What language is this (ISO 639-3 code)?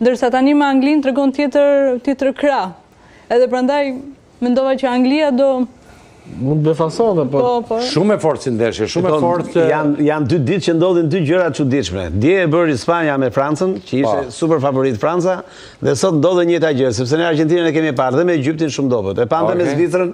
sqi